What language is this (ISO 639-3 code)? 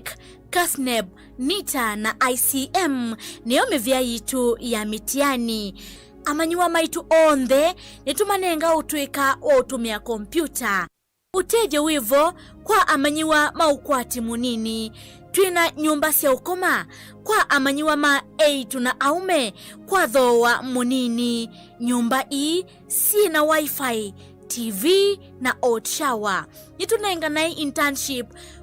kam